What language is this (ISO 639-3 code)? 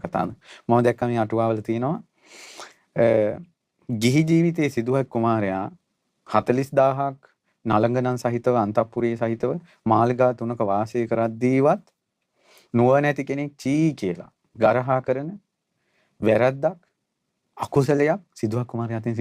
sin